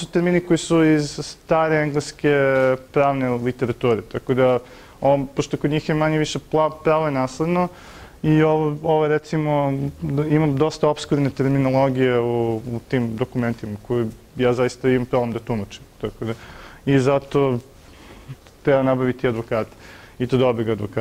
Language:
Serbian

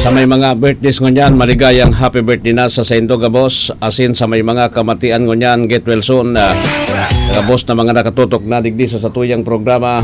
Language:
Bikol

